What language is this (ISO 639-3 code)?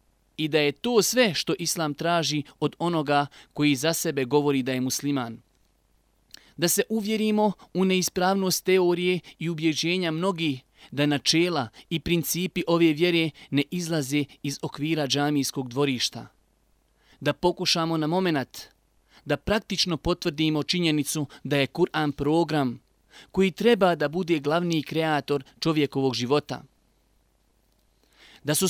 bos